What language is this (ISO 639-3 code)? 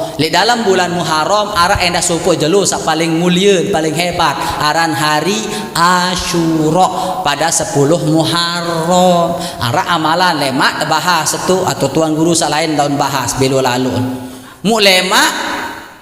sas